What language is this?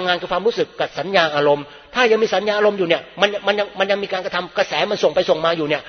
Thai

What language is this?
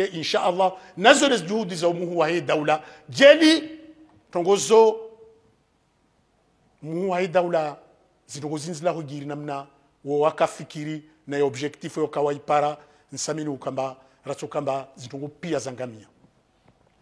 Swahili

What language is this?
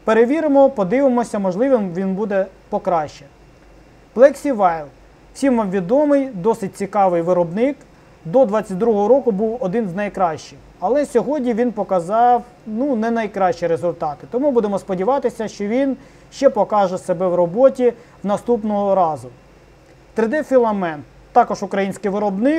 Ukrainian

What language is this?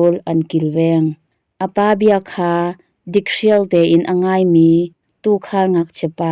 Hakha Chin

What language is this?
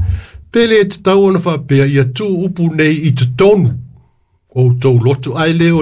Samoan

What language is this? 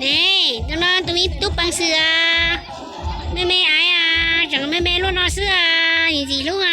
Hmong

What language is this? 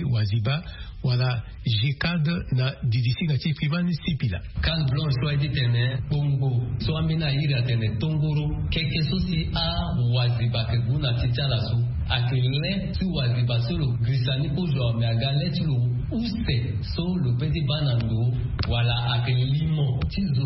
Sango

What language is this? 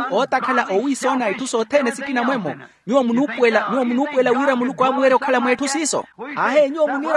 Makhuwa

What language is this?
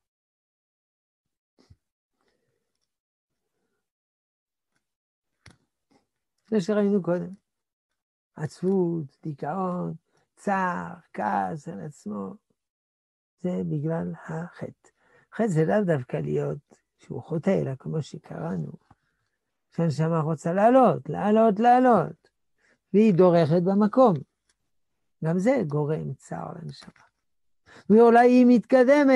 Hebrew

